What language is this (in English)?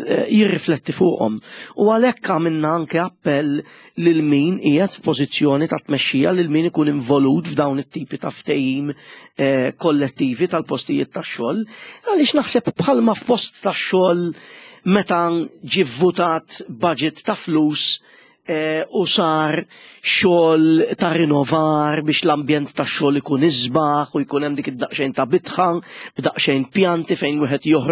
Maltese